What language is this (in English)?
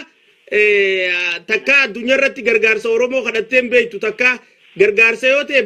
Oromo